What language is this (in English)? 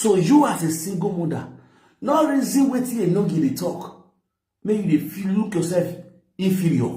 Nigerian Pidgin